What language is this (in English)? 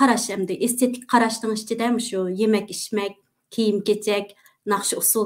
Uyghur